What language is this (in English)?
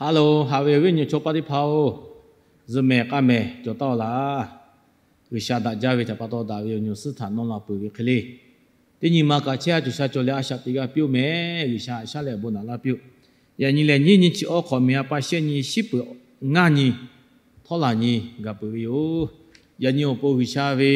Lahu